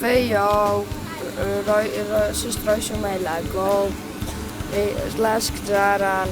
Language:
Ossetic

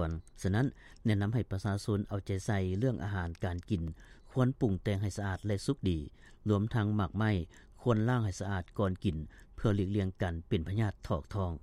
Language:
Lao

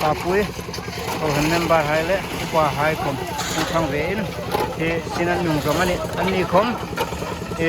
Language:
Hmar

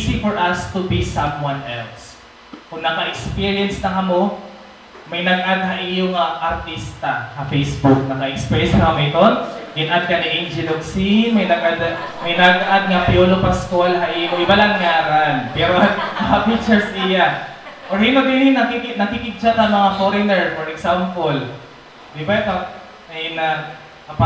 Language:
Waray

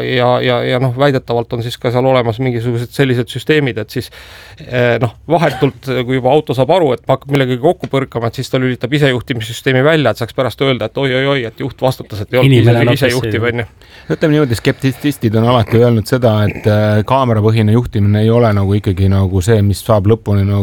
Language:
Estonian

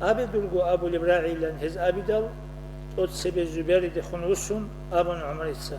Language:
Avaric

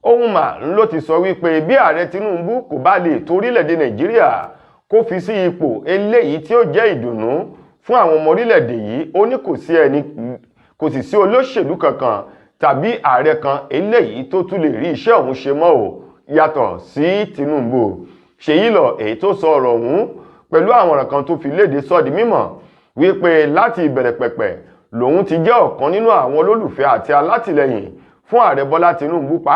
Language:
Yoruba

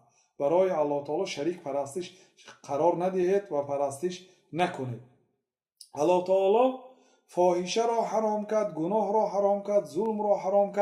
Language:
Tajik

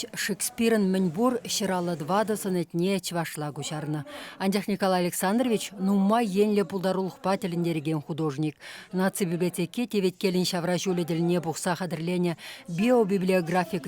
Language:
Chuvash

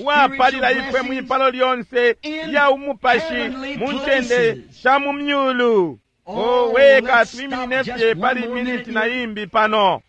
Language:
Bemba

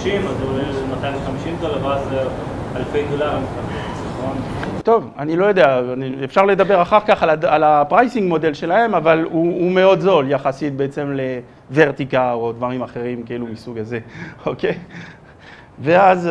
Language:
Hebrew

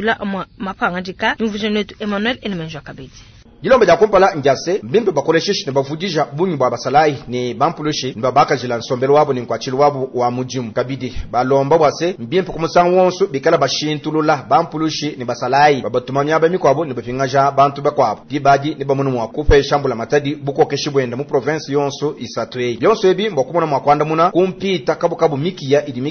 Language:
Luba-Lulua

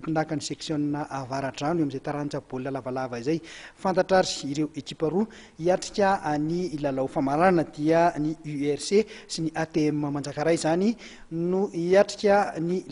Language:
Malagasy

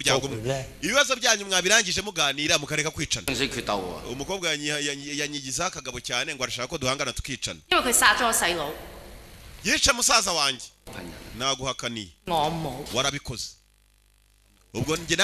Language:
Kinyarwanda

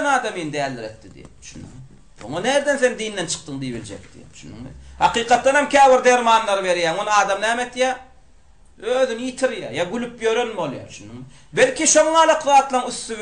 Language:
Turkmen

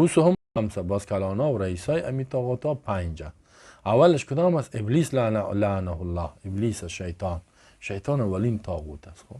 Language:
Persian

